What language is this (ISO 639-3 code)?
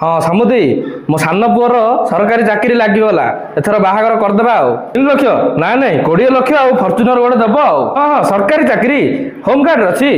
ori